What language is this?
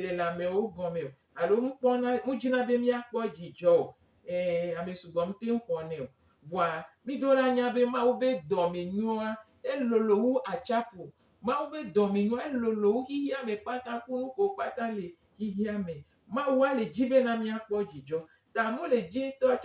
Gen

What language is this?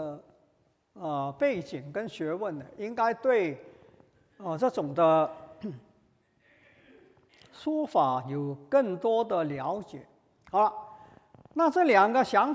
Chinese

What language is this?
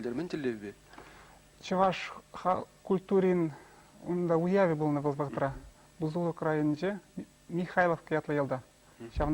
Chuvash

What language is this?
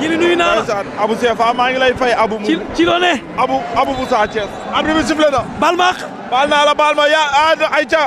Wolof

